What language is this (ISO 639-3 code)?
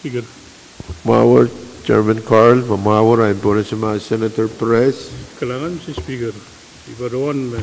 pon